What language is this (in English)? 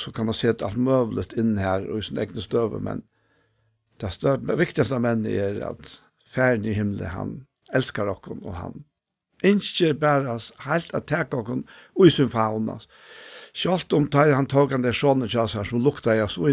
Faroese